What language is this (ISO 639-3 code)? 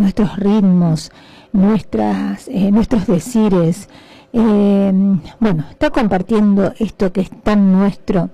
spa